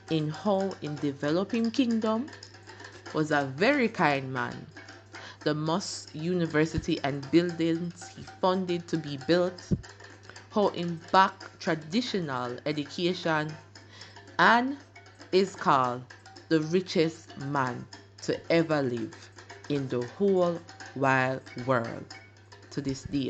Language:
Jamaican Creole English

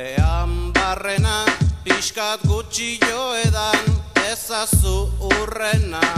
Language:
Basque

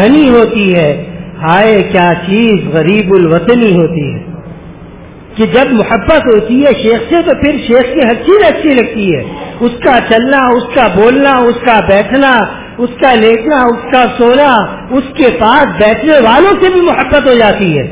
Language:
Urdu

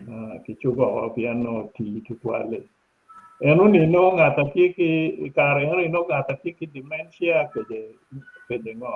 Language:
Acoli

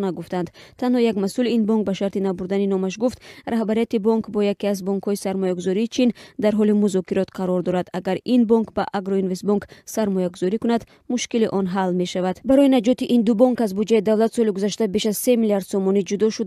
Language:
Tajik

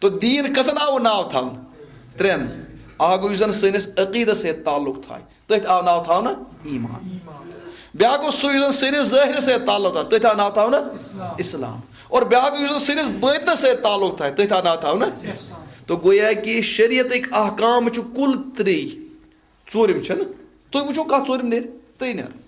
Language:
Kashmiri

